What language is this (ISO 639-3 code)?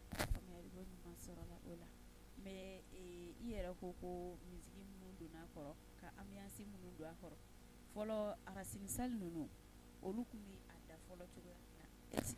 bam